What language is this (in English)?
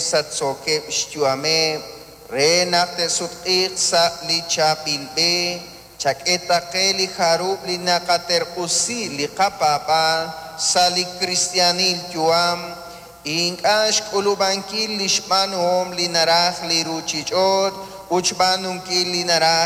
Kekchí